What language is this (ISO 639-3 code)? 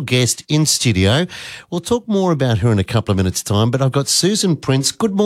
eng